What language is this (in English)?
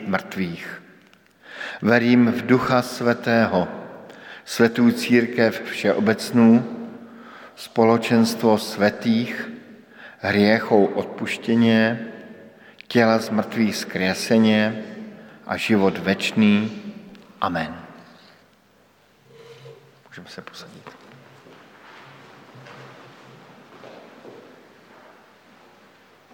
Slovak